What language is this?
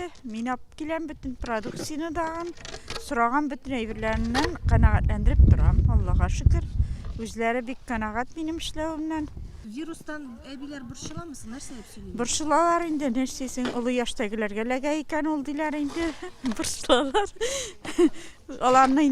Tatar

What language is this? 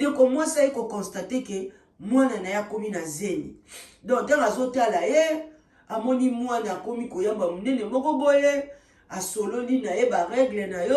Lingala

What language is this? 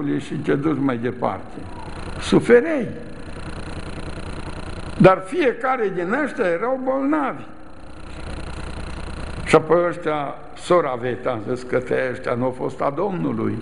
Romanian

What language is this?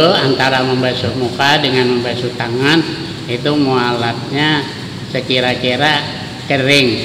Banjar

